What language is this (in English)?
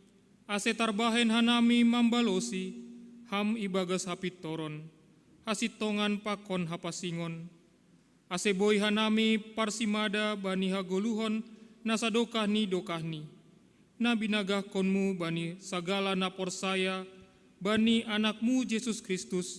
Batak Simalungun